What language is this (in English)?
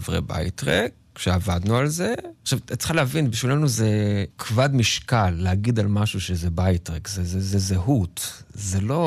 Hebrew